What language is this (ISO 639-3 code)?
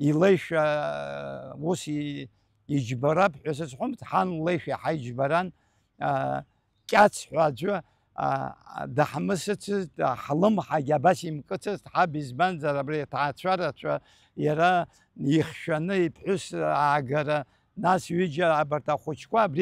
abk